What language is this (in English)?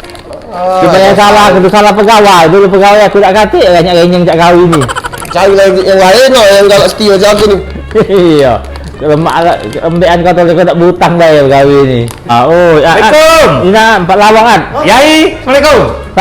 Musi